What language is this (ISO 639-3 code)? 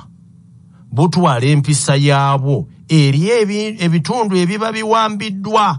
lug